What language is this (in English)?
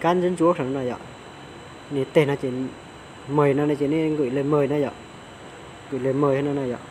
Hmong